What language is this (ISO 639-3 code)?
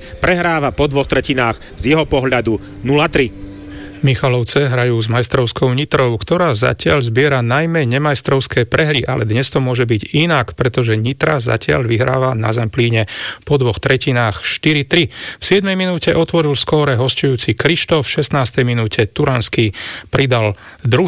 slk